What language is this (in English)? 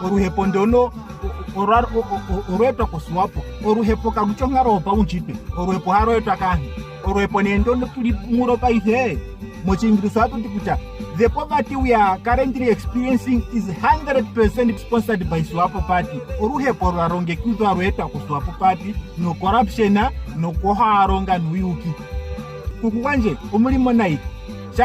Ndonga